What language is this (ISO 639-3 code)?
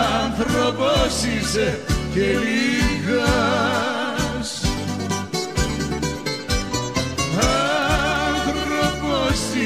ell